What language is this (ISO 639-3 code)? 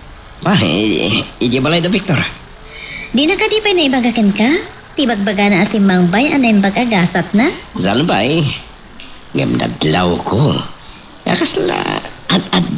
ilo